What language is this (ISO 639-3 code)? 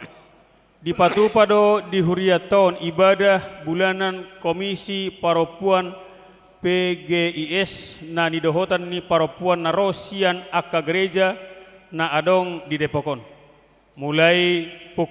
bbc